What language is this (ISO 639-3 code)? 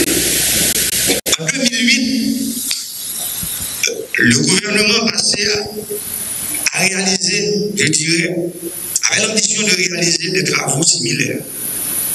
fra